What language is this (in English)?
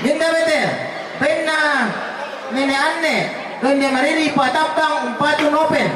Toraja-Sa'dan